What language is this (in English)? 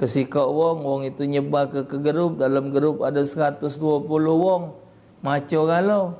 Musi